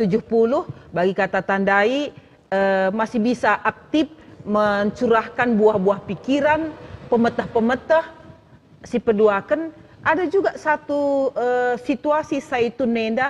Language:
Batak Karo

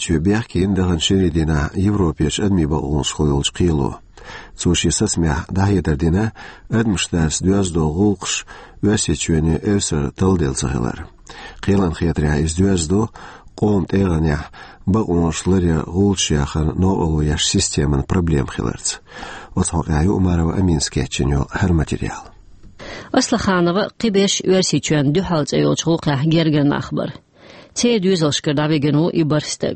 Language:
Chechen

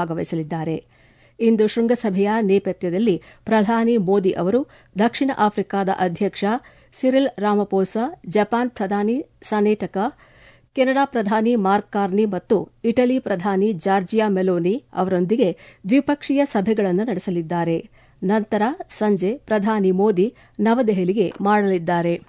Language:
Kannada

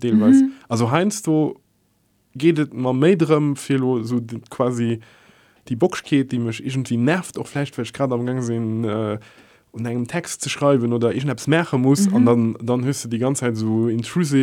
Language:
Luxembourgish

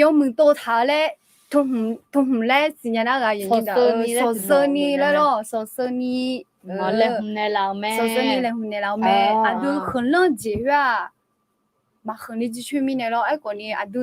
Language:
Akha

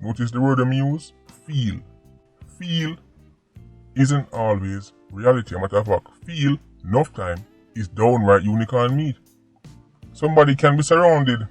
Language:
Jamaican Creole English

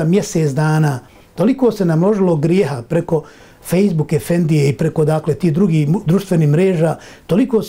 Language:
Bosnian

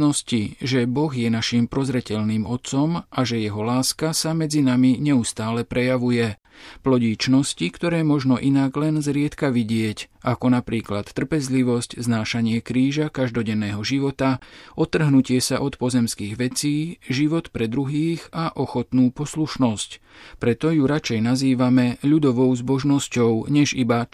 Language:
Slovak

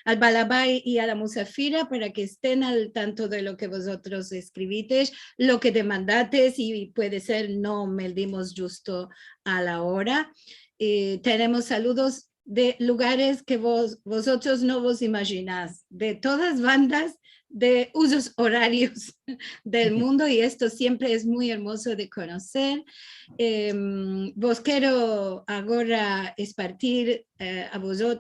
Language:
Ladino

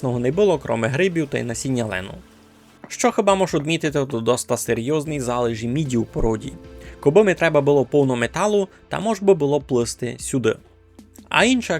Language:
Rusyn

